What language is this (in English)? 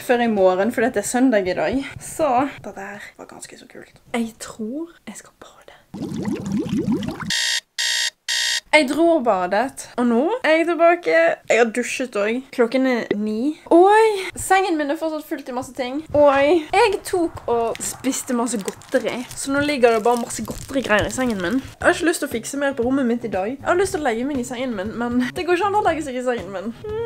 Norwegian